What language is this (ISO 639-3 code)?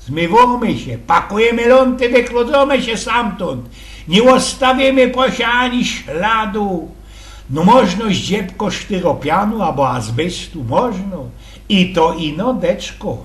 szl